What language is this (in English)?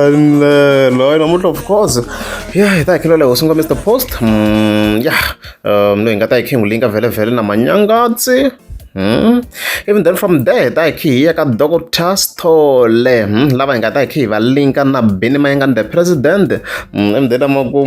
Tsonga